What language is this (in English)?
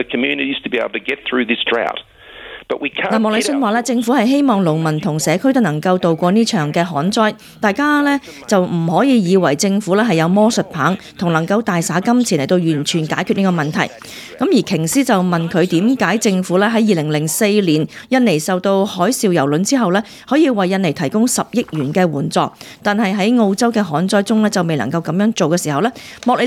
Cantonese